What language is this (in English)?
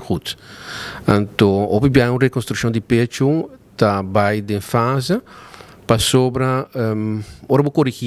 Papiamento